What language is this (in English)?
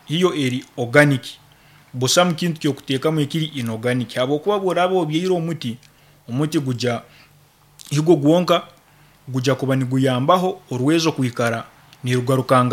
Nyoro